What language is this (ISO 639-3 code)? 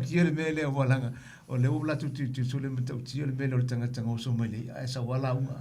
smo